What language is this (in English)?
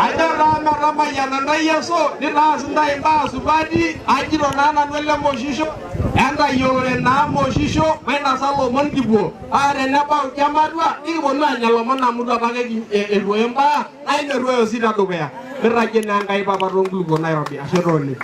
Masai